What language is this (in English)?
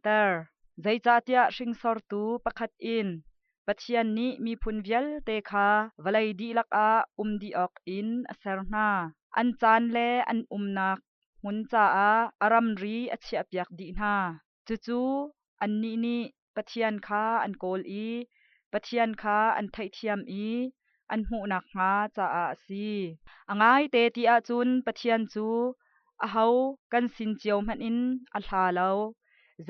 Hakha Chin